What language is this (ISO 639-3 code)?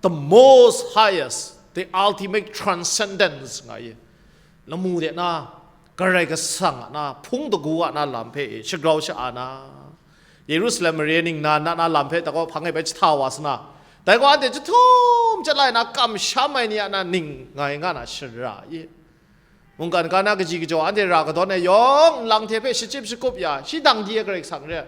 kac